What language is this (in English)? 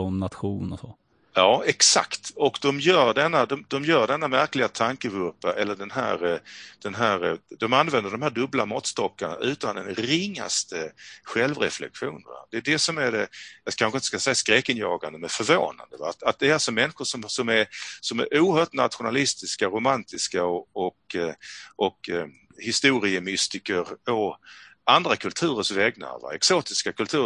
Swedish